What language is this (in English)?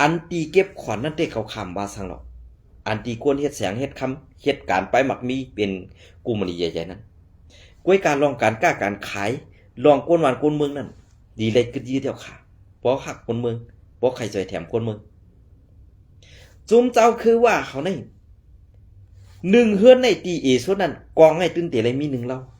Shan